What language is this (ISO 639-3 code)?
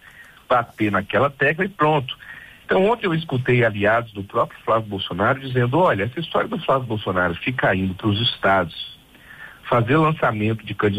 por